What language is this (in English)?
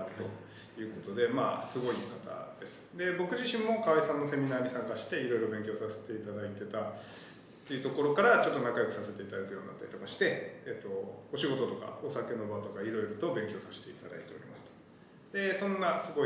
Japanese